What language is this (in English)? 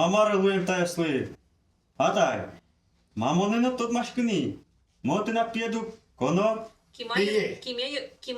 Udmurt